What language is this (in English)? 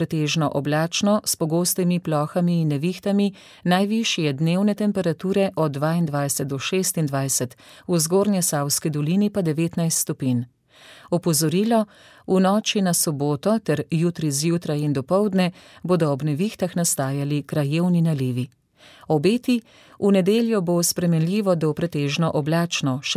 Slovenian